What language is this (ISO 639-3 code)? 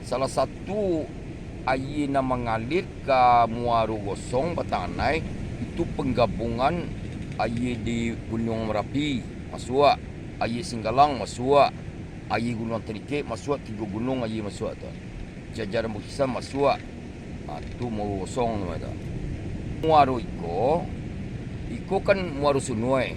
min